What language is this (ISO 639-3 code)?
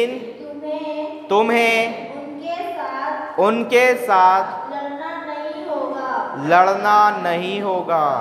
hin